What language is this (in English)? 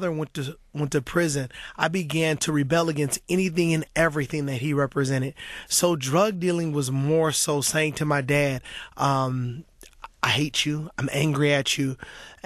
English